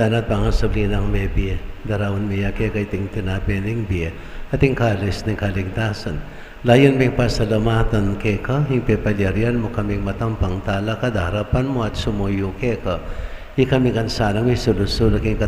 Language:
Pampanga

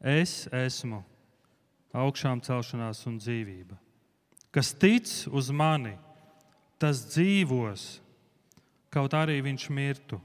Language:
Latvian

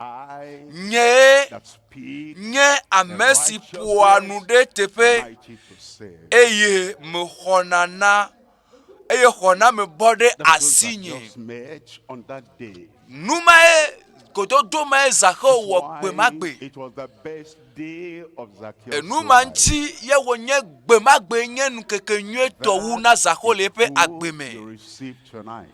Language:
Ewe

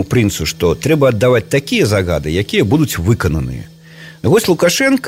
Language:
Belarusian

